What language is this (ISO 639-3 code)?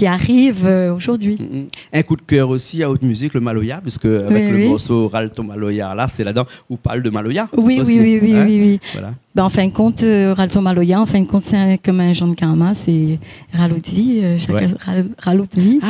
rcf